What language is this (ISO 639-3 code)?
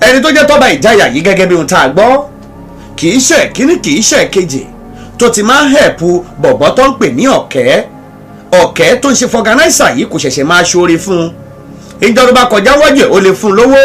yor